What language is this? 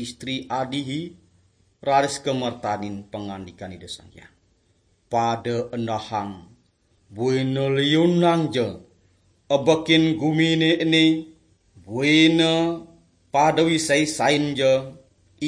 Balinese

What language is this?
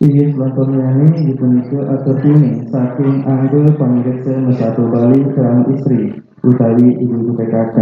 Balinese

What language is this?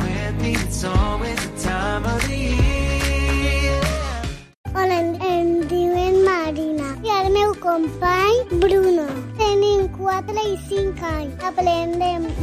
Catalan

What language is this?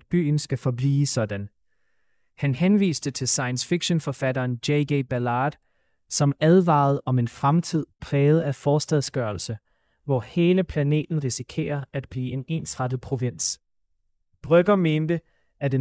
Danish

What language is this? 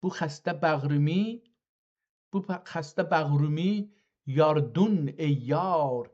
South Azerbaijani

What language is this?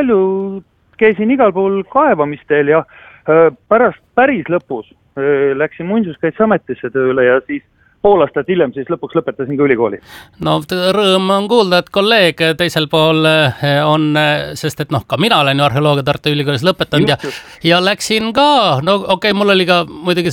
Estonian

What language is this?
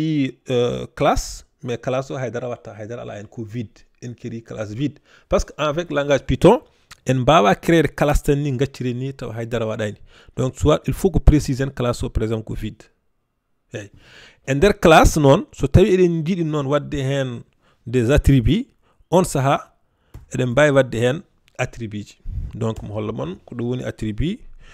Fula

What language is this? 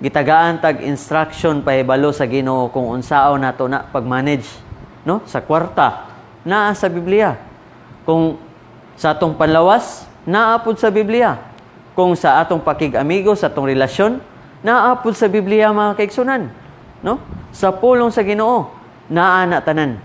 Cebuano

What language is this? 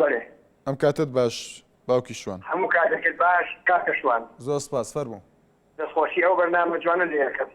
Central Kurdish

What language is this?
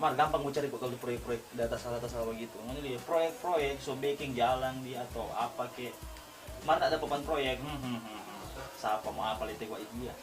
Manado Malay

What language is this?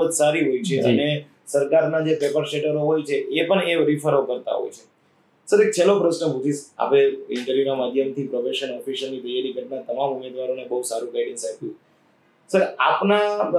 Gujarati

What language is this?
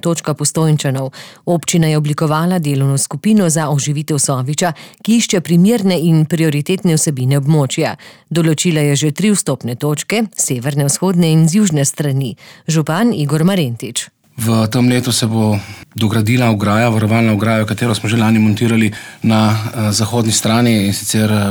Slovenian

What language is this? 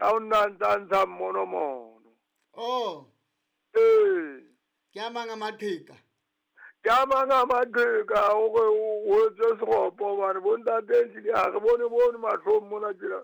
Southern Sotho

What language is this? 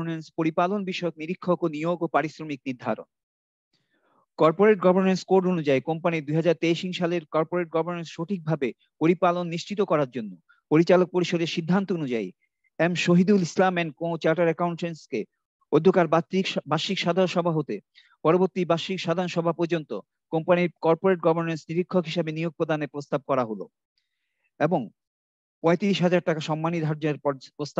Bangla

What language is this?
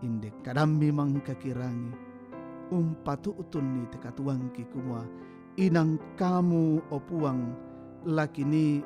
Toraja-Sa'dan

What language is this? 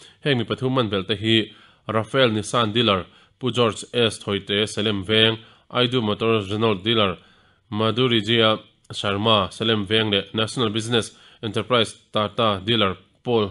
Mizo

